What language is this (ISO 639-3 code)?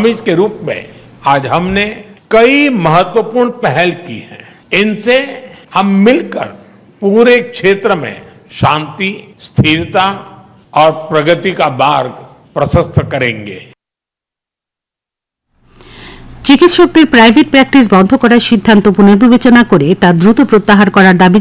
ben